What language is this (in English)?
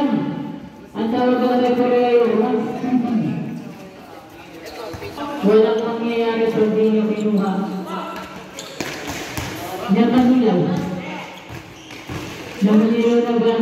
Filipino